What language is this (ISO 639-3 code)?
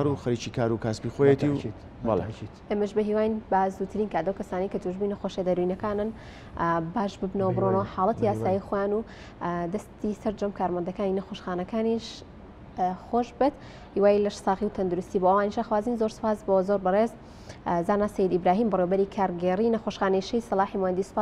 ckb